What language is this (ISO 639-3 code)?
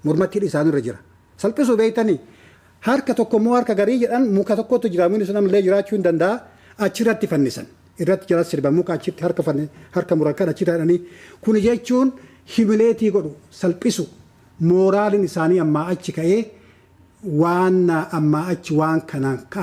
orm